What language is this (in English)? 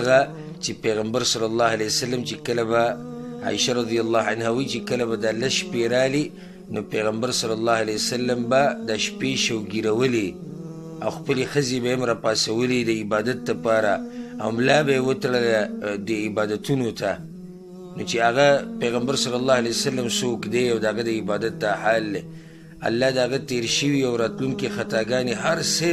Pashto